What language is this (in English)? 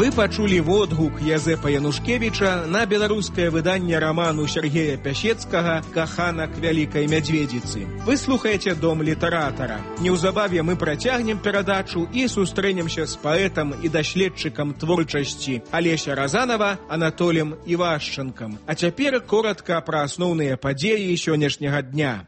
Belarusian